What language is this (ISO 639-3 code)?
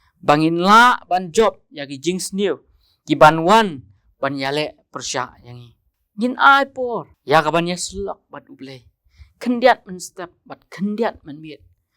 kha